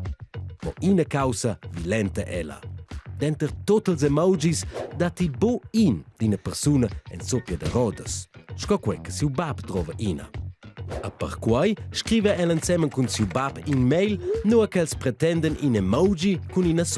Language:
Romansh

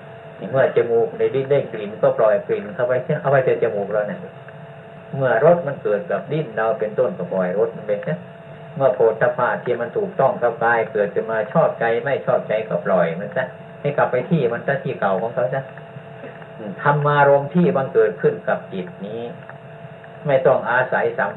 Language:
Thai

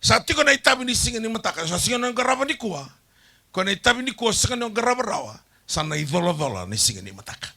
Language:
Fijian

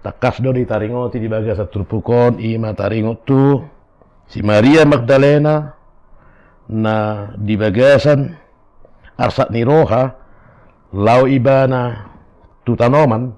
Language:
Batak Toba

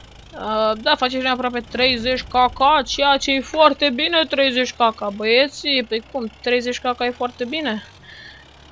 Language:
Romanian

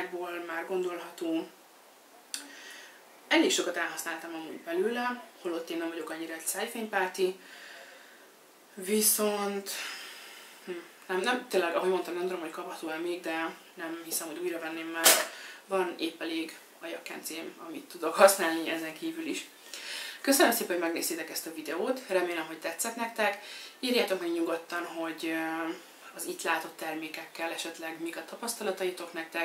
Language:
Hungarian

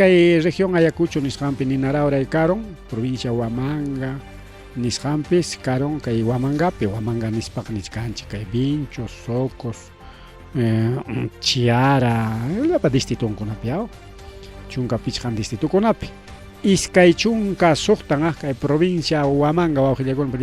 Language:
Ayacucho Quechua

